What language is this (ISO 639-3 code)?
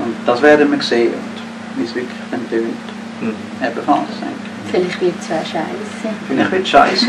deu